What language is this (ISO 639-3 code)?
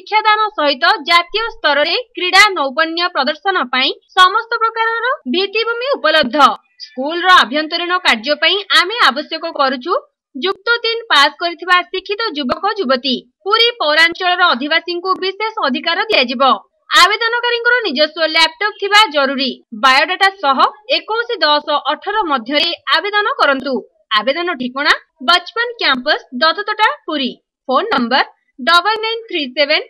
ori